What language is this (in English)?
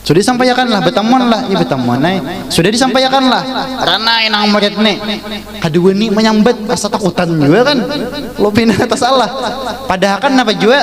Banjar